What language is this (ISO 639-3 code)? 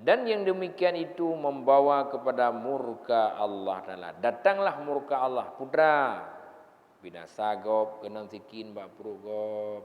ace